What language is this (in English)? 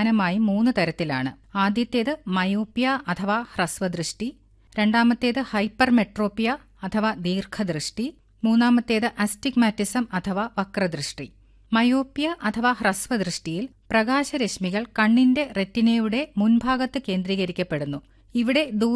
Malayalam